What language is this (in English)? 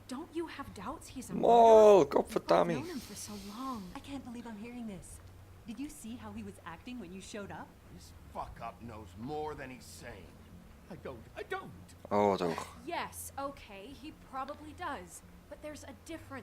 Swiss German